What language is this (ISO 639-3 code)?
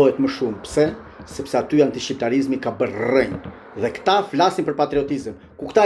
sqi